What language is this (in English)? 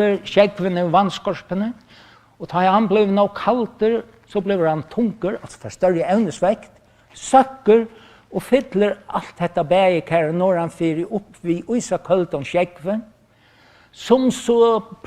Faroese